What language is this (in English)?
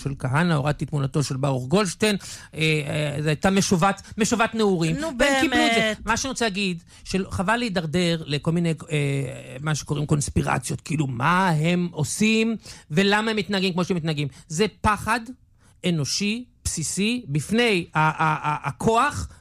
Hebrew